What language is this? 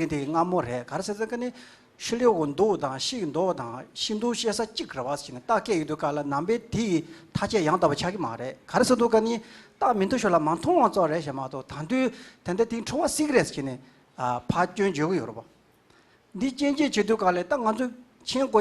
Tibetan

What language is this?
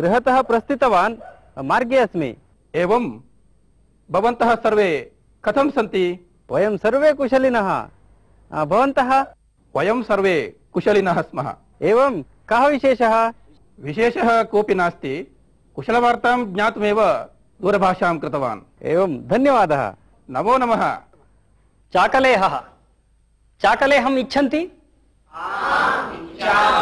Sanskrit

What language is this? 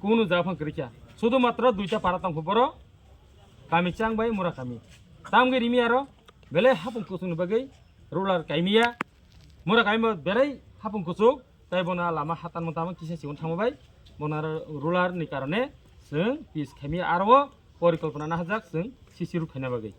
Kok Borok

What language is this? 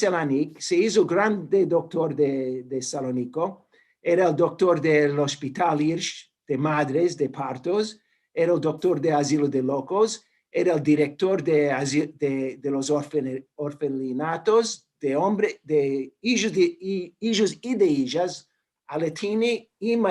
Ladino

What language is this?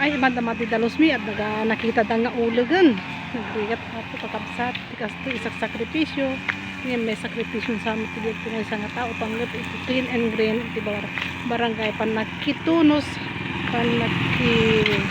Iloko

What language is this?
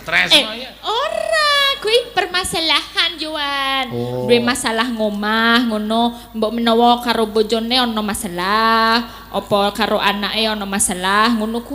Javanese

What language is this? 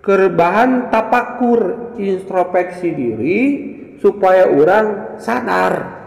Sundanese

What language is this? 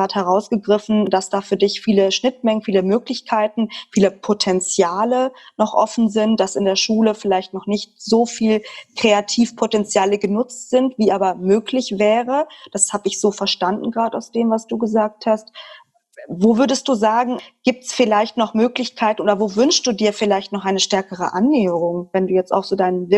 German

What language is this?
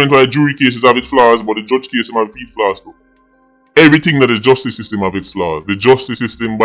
Jamaican Creole English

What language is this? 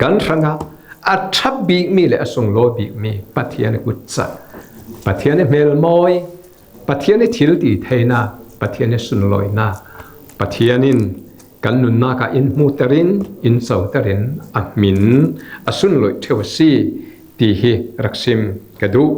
Falam Chin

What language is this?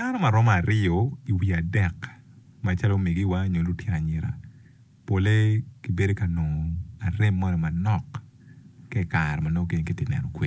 Acoli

